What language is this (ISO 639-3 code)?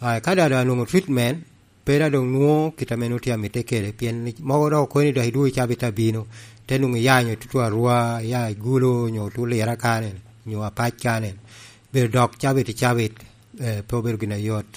laj